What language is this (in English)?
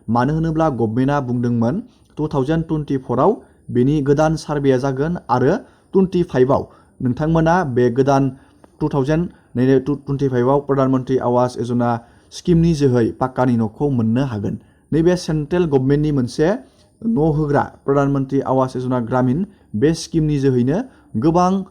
Bodo